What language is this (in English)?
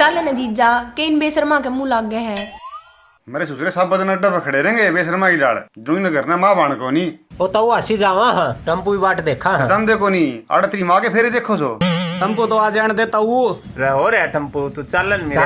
Haryanvi